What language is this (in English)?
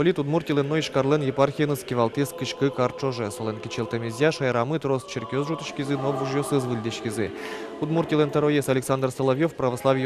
Udmurt